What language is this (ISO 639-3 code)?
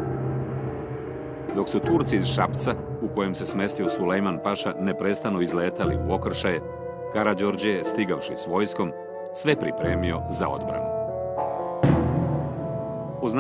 srp